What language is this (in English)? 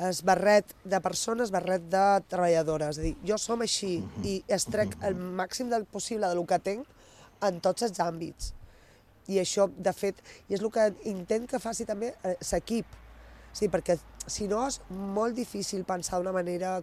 Catalan